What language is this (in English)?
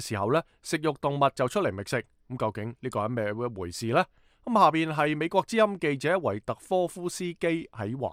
Cantonese